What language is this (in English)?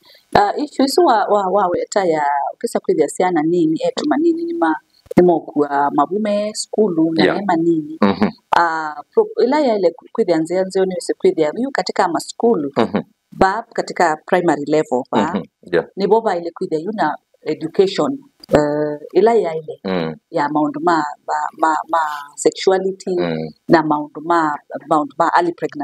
Kamba